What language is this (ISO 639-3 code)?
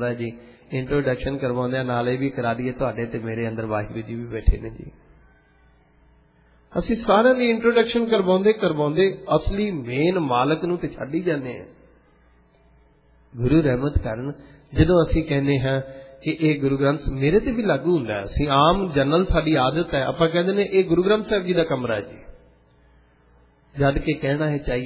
pan